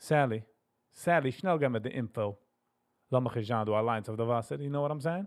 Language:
Yiddish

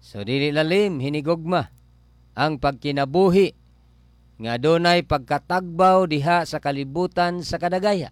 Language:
Cebuano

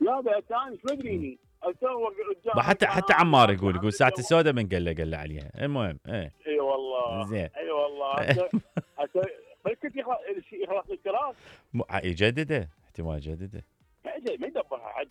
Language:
Mesopotamian Arabic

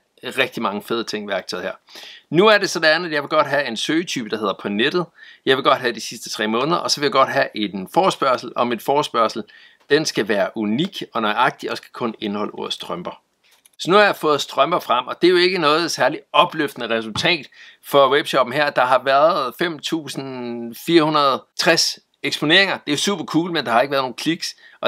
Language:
Danish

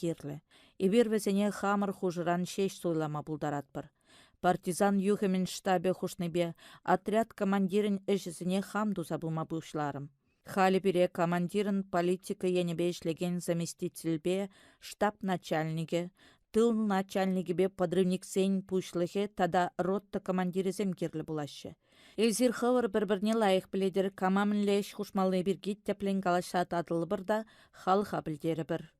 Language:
Chuvash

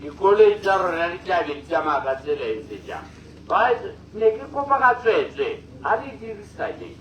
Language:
Tswana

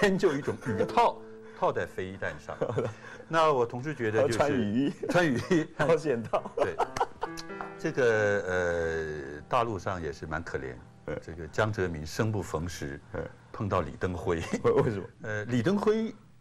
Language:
Chinese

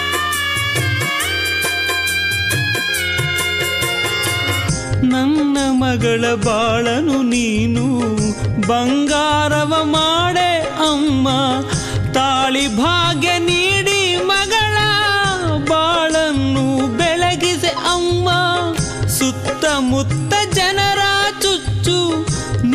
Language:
Kannada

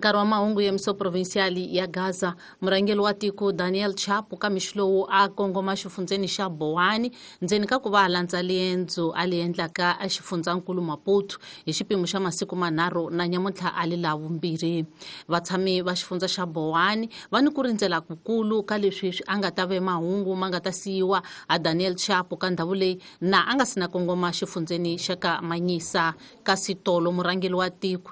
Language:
Tsonga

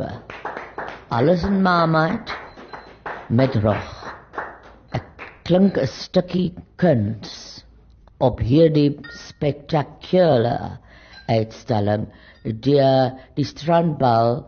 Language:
Afrikaans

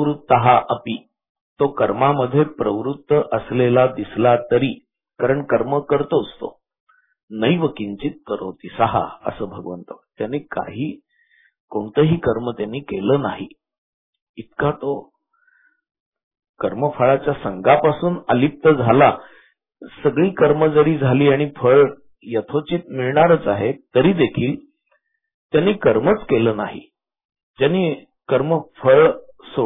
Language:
Marathi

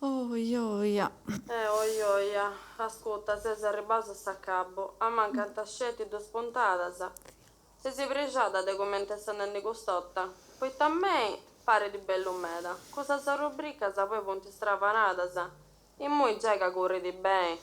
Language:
Sardinian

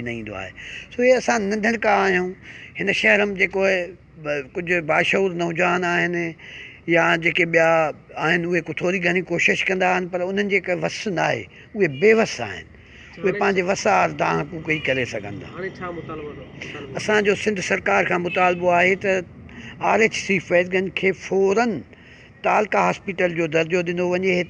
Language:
Sindhi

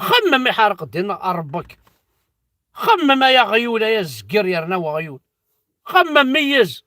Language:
Kabyle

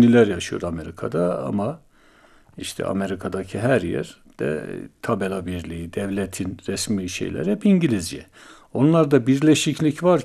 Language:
Turkish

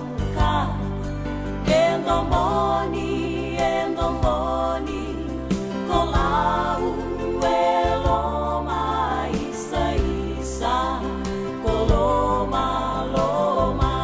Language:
Fijian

